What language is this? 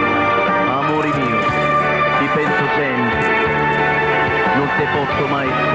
Italian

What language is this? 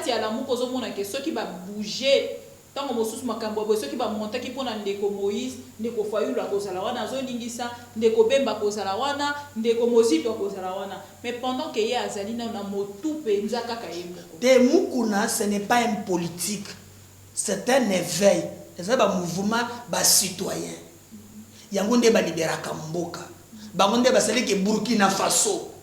Lingala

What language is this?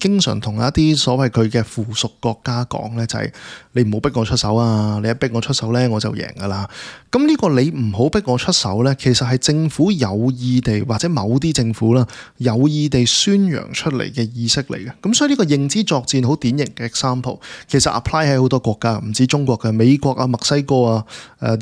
Cantonese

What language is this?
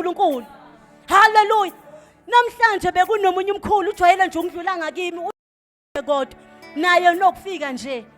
Zulu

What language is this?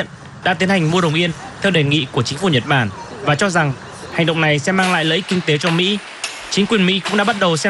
Vietnamese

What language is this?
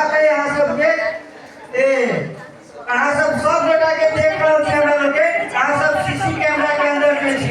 Maithili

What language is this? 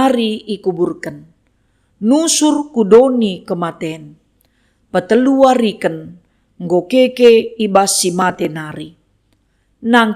Batak Karo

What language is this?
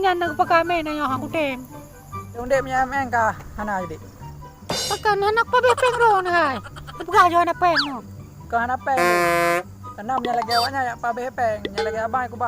Achinese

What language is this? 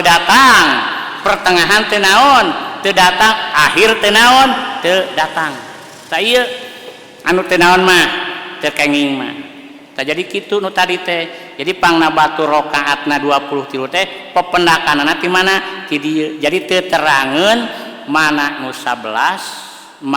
Sundanese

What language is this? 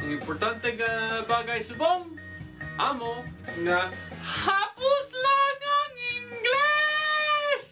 Hiligaynon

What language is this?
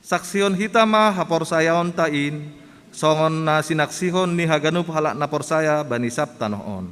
Batak Simalungun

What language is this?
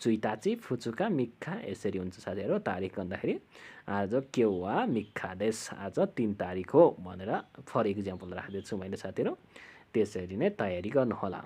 Nepali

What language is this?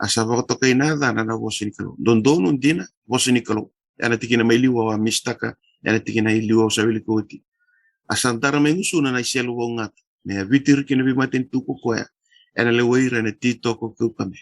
Fijian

